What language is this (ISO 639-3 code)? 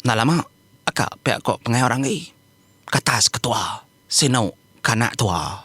iba